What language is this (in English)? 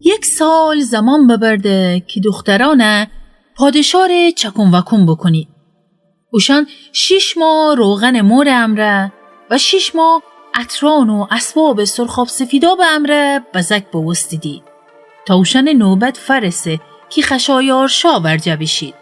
Gilaki